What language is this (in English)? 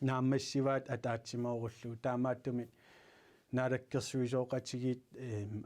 Kalaallisut